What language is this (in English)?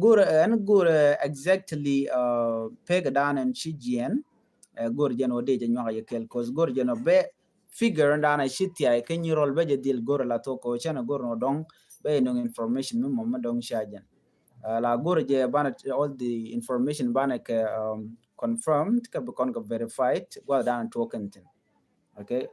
Nuer